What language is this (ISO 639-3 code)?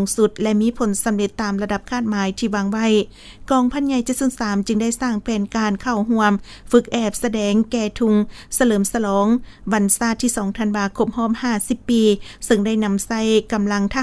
lao